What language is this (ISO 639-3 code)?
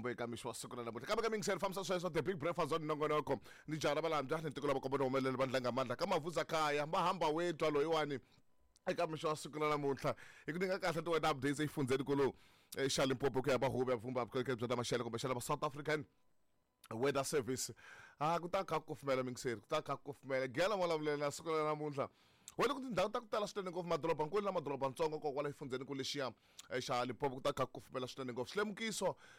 tso